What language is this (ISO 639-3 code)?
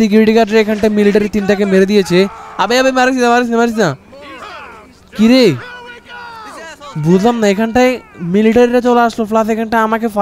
ben